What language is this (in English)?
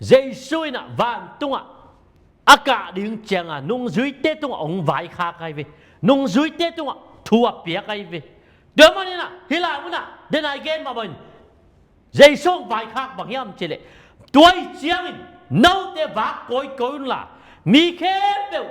Tedim Chin